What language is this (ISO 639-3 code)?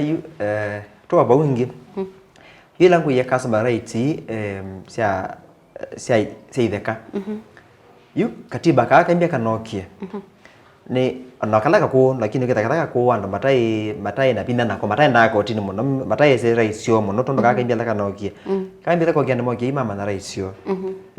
kam